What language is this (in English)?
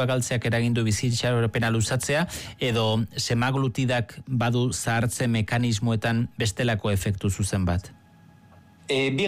Basque